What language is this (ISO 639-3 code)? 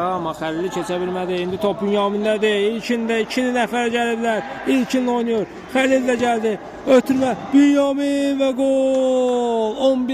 aze